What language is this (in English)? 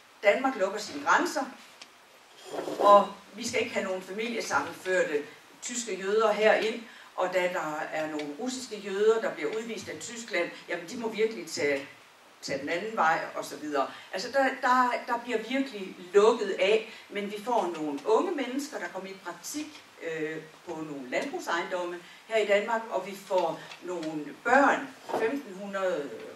Danish